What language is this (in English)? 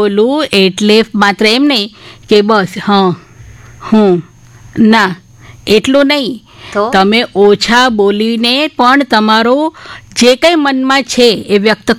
Gujarati